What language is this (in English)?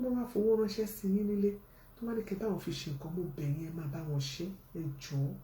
Yoruba